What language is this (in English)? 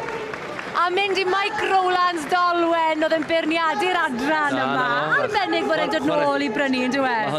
Welsh